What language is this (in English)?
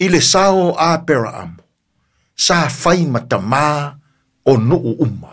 Samoan